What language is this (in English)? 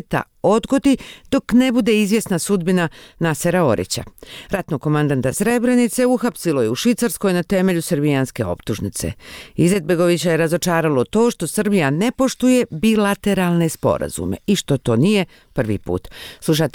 Bosnian